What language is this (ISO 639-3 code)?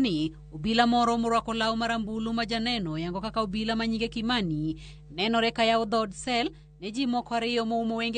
luo